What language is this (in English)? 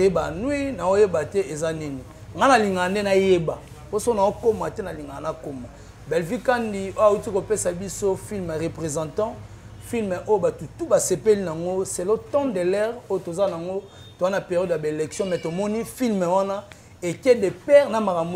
Lingala